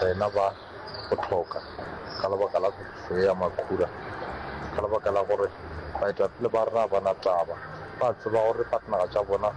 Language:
Northern Sotho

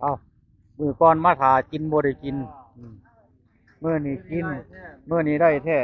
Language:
Northeastern Thai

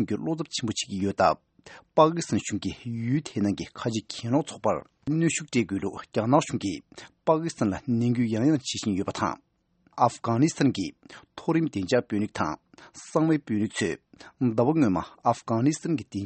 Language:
Tibetan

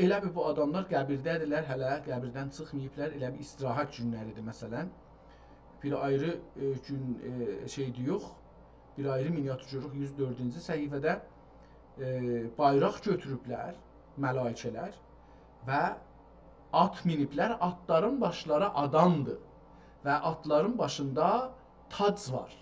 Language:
South Azerbaijani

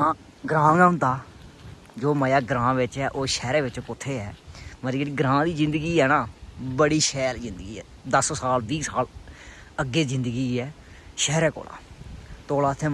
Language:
Dogri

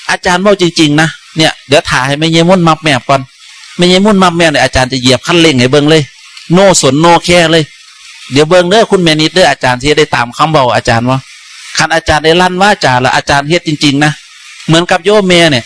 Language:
Northeastern Thai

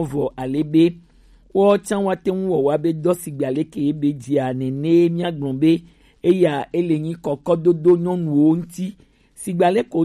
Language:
Gen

